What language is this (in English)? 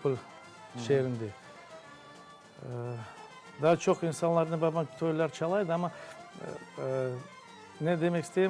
Crimean Tatar